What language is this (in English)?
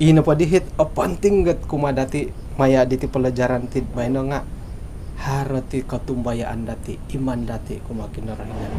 Central Dusun